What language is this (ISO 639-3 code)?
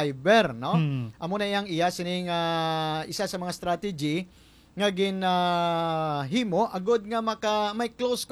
hil